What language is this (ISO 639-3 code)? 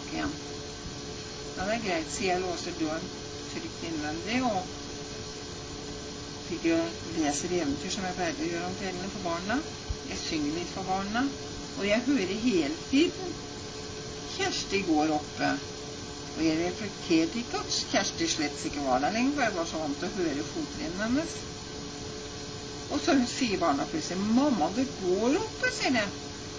nor